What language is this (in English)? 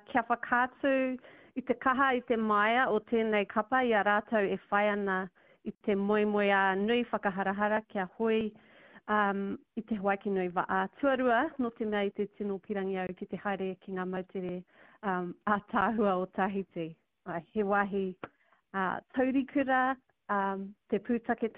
Māori